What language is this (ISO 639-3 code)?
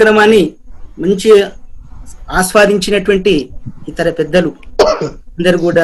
tel